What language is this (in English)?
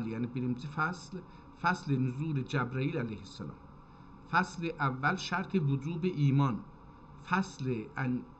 South Azerbaijani